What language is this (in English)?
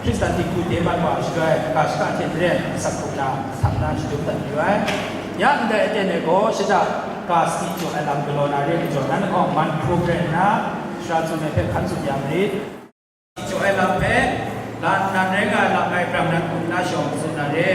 Kachin